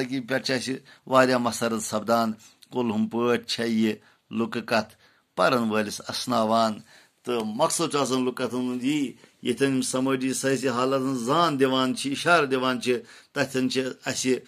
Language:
Kashmiri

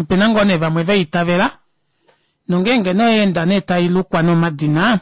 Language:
Kuanyama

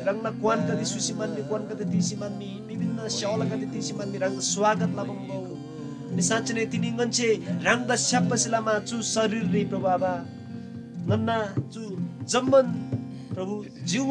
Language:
Eastern Tamang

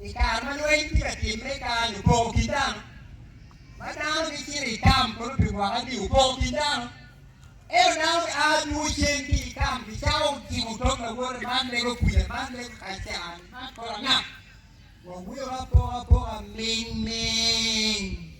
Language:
Acoli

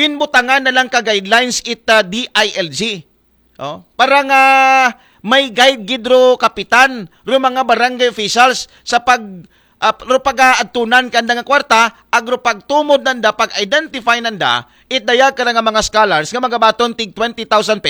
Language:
Aklanon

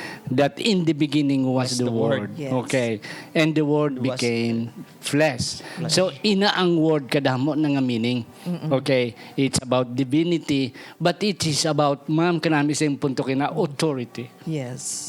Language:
Hiligaynon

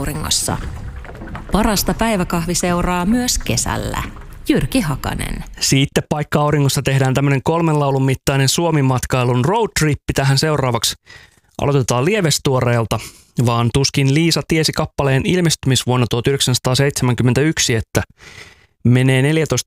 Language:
Finnish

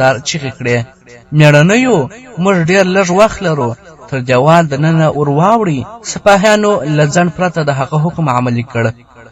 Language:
Pashto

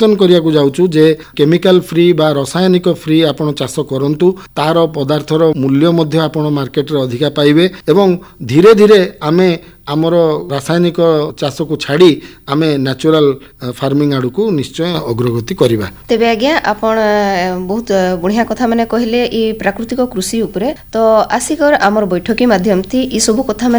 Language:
Odia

